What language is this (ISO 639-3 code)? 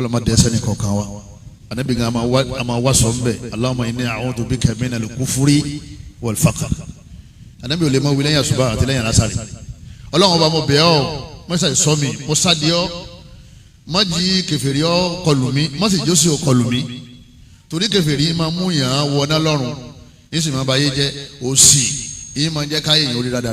yor